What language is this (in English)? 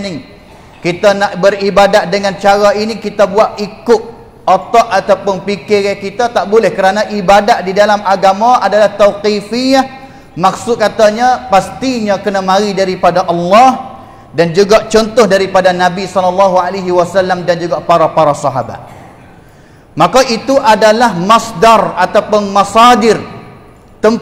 Malay